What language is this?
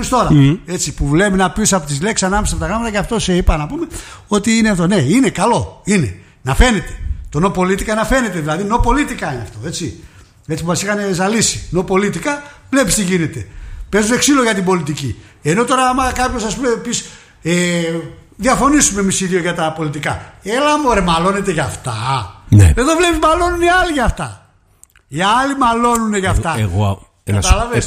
Greek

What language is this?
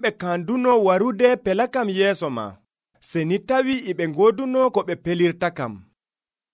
Nigerian Fulfulde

